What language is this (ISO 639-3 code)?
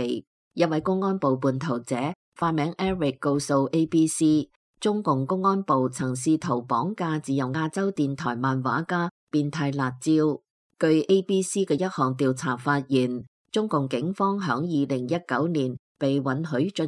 yue